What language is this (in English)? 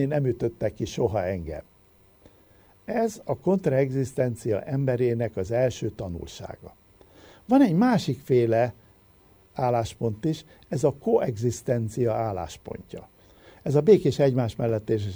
Hungarian